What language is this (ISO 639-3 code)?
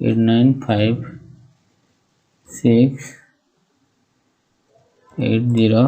sat